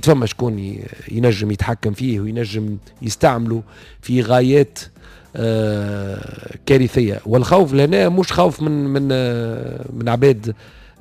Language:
Tunisian Arabic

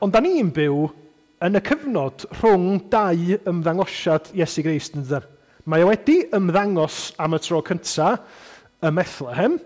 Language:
Welsh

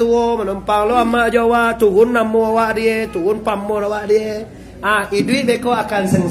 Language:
Minangkabau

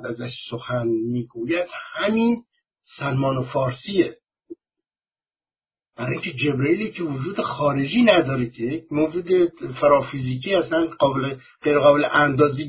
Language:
Persian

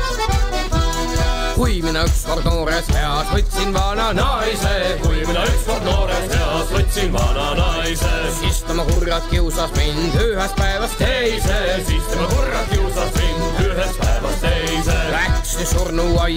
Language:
Estonian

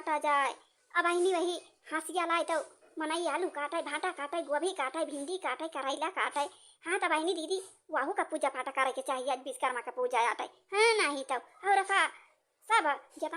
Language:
Awadhi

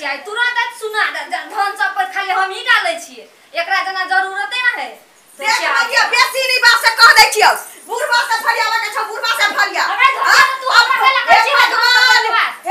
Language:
Maithili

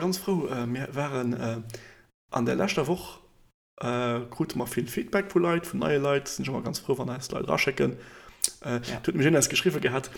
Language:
Luxembourgish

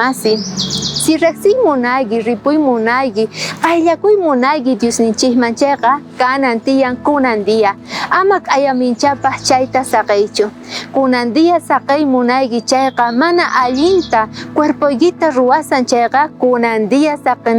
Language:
South Bolivian Quechua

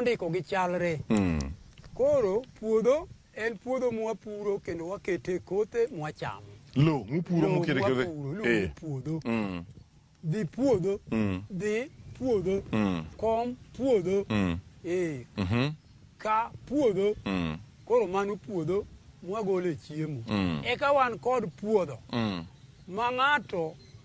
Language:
Luo (Kenya and Tanzania)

